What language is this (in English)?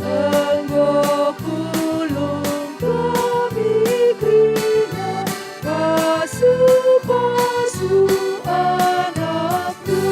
Batak Karo